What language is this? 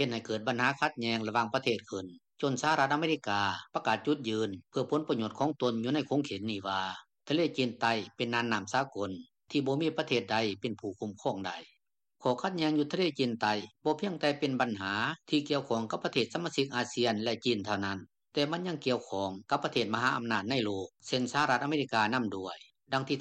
Lao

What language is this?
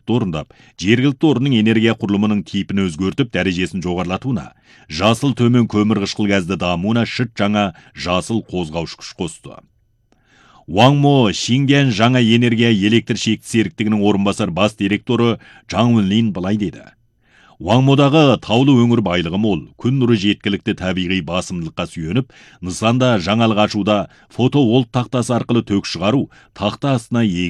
Kazakh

